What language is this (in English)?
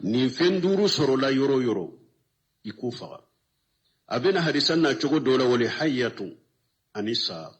Bambara